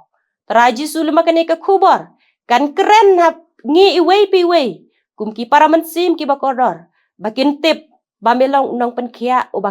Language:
Khasi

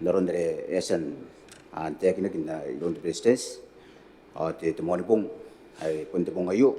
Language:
Gilbertese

